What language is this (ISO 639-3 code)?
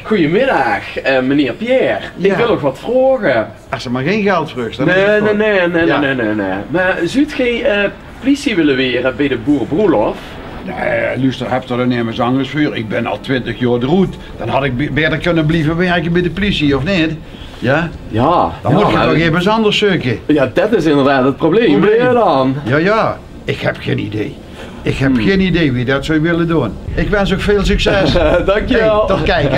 lim